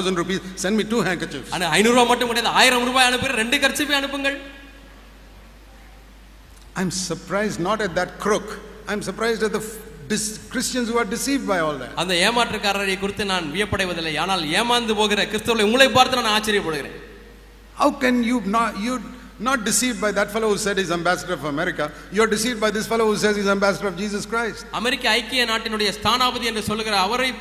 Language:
Tamil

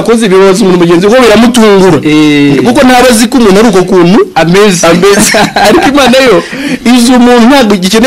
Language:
Kinyarwanda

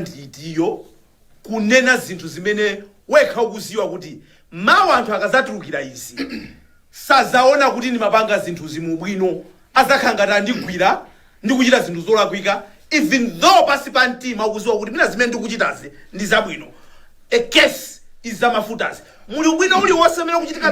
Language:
Nyanja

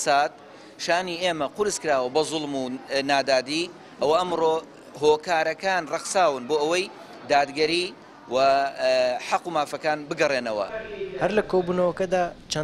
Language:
Central Kurdish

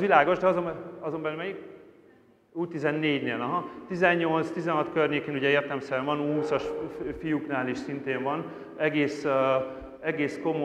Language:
Hungarian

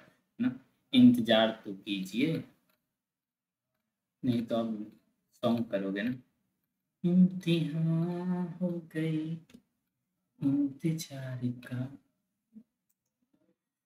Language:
Hindi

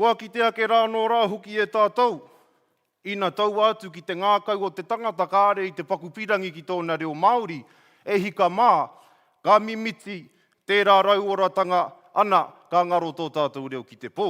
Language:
Māori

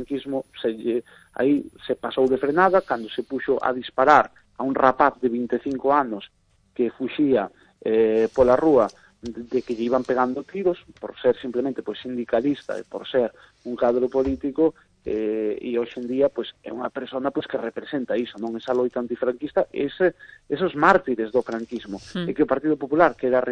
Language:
Galician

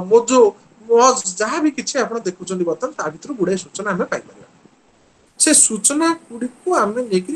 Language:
Odia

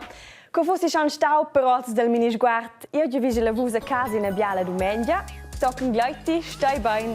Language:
Romansh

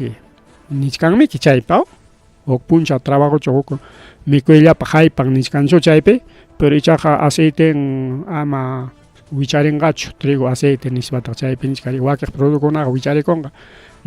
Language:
Ayacucho Quechua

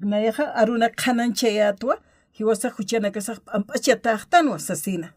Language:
Aymara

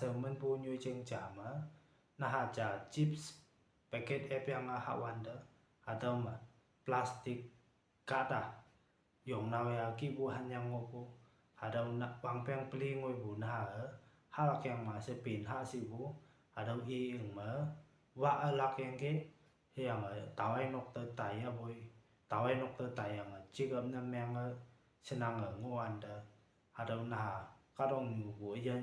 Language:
Konyak Naga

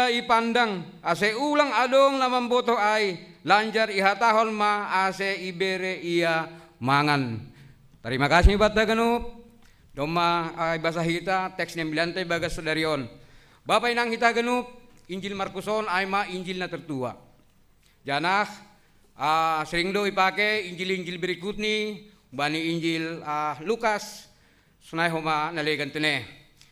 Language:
Batak Simalungun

